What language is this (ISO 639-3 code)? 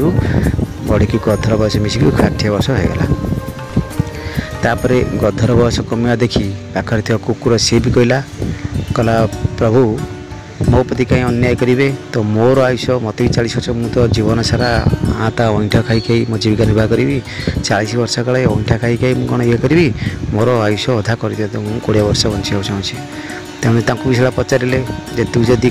ori